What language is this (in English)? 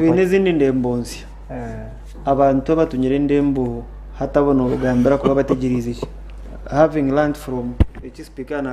Nyankole